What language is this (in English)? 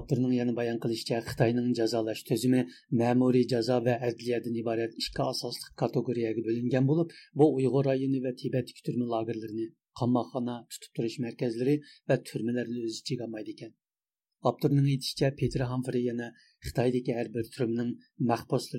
Uyghur